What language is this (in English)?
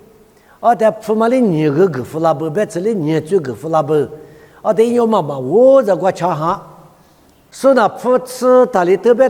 Lisu